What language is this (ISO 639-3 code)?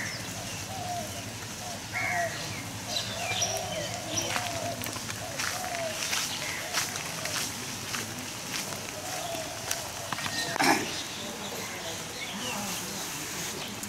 msa